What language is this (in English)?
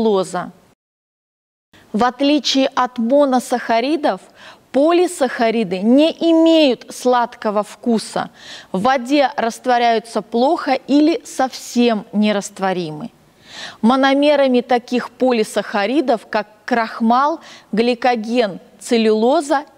Russian